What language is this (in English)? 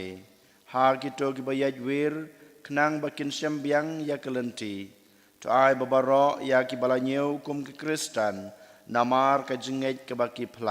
Khasi